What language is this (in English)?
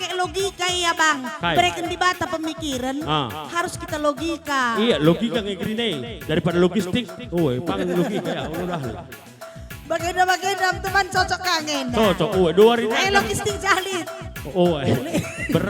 Batak Karo